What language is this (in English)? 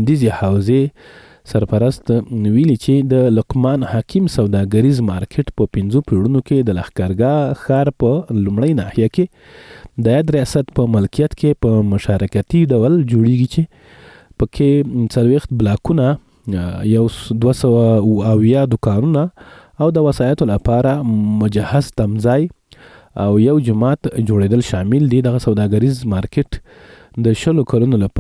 Pashto